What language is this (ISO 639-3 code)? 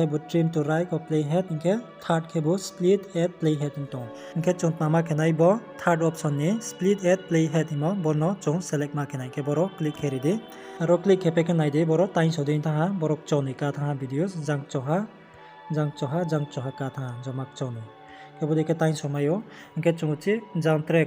ria